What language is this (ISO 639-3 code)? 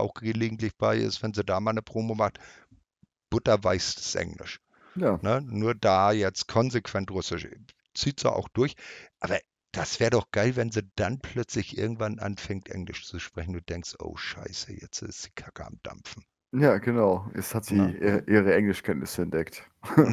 deu